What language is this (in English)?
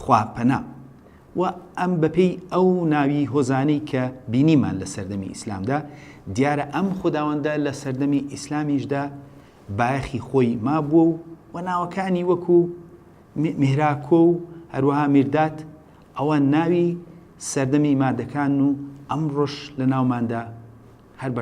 Central Kurdish